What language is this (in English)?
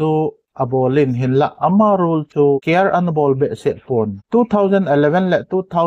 Thado Chin